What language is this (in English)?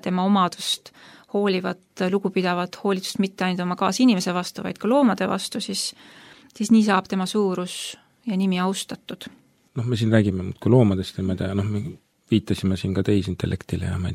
Estonian